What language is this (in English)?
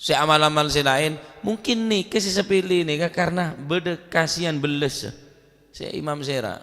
Madurese